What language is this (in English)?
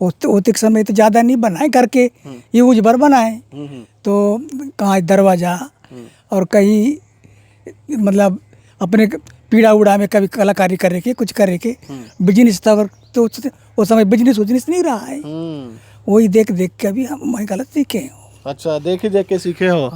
Chhattisgarhi